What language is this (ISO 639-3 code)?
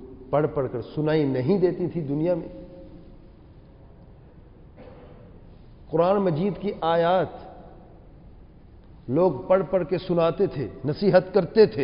urd